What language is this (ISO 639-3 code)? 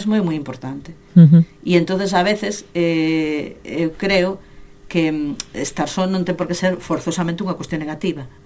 glg